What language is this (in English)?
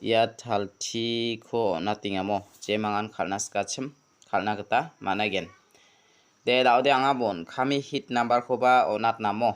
Garo